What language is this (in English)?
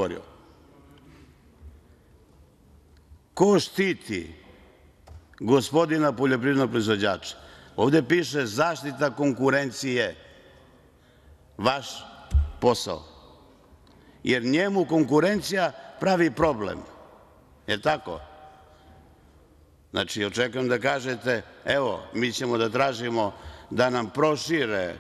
Serbian